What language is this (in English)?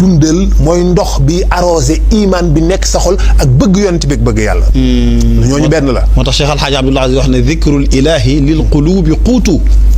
Wolof